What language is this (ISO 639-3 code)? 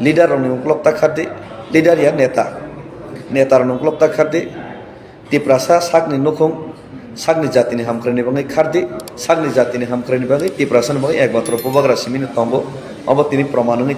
trp